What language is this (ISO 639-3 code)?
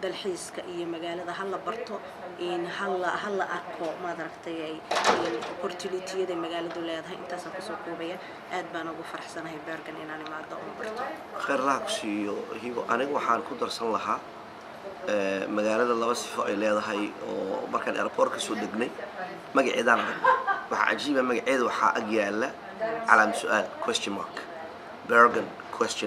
som